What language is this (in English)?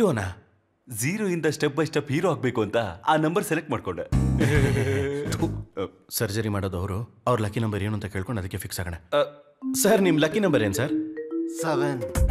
Kannada